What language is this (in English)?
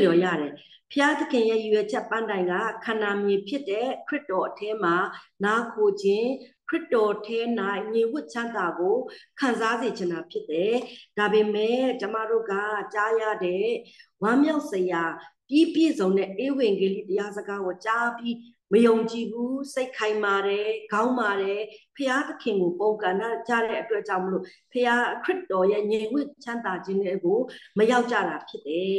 Burmese